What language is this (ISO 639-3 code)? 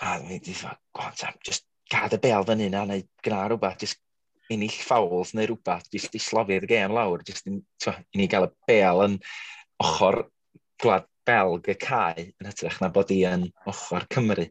cym